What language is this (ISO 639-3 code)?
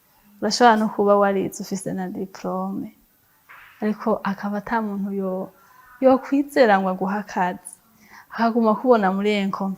run